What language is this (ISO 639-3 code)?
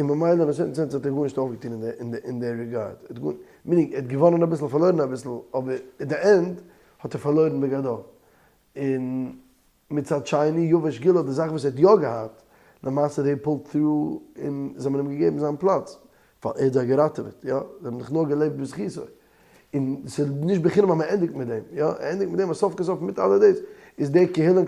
yid